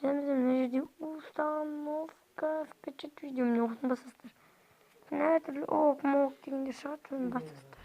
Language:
Kazakh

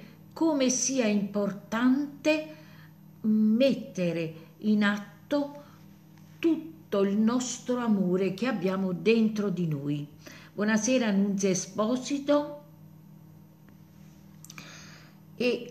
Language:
Italian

